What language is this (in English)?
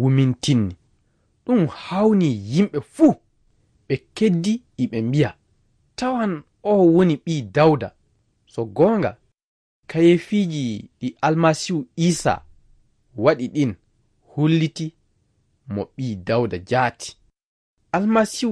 Fula